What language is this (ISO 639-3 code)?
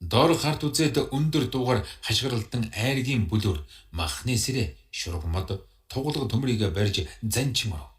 mon